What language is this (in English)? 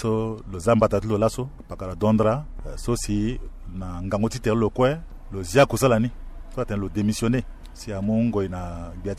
Sango